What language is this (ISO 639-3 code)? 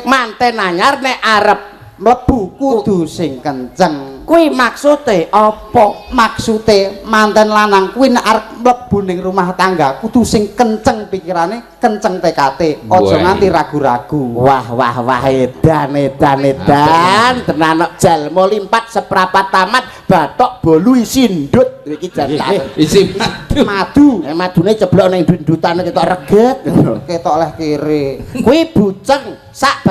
jav